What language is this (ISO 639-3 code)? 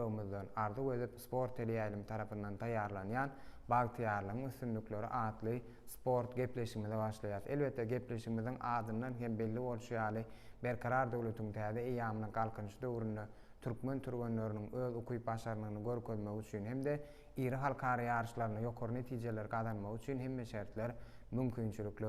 tuk